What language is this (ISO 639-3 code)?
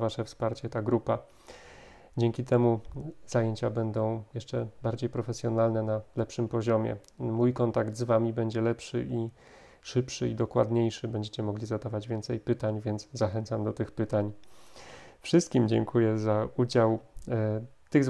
pol